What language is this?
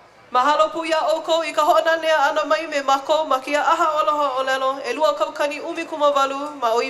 Hawaiian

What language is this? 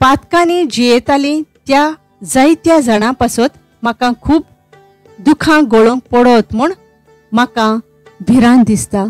Konkani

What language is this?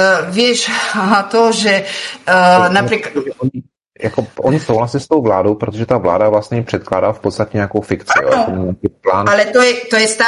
Czech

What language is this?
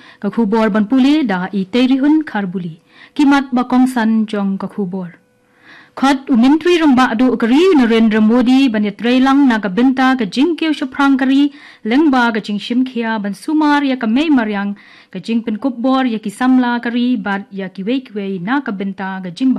Khasi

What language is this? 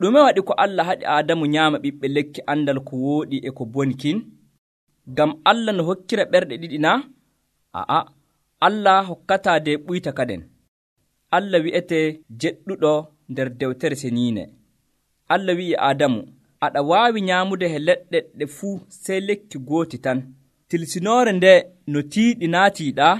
Nigerian Fulfulde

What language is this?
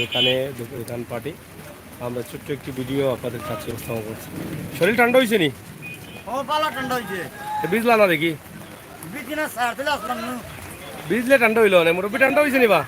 Sylheti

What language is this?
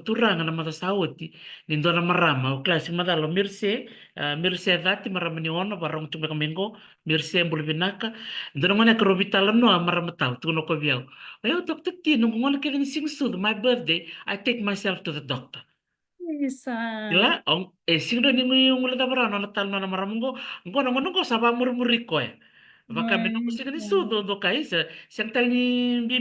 Fijian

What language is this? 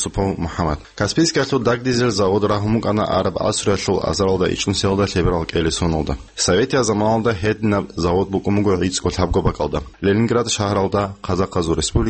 Avaric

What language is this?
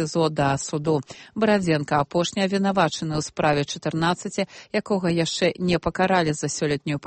Belarusian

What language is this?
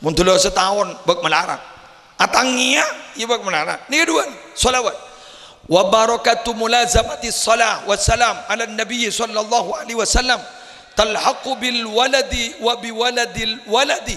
Madurese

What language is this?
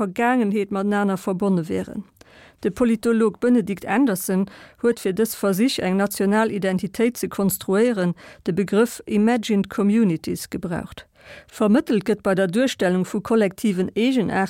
Luxembourgish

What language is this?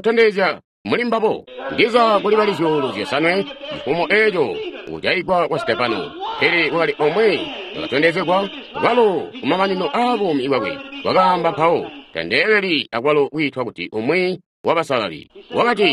Tonga (Zambia)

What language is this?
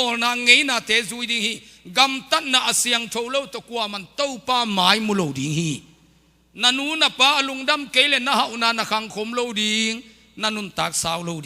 Tedim Chin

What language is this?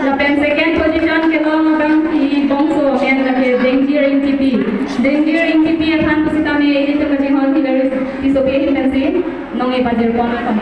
Karbi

